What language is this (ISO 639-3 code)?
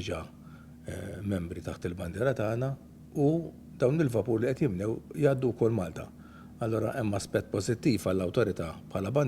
mlt